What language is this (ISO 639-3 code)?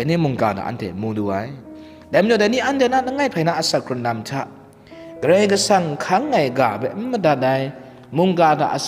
kac